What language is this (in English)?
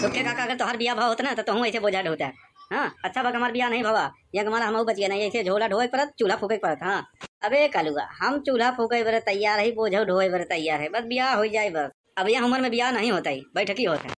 Awadhi